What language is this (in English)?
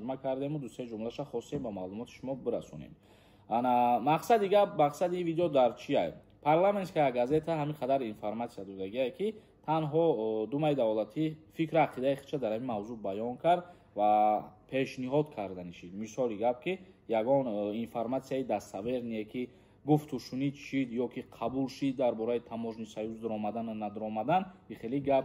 Tajik